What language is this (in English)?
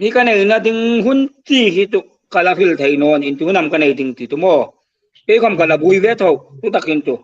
Hmar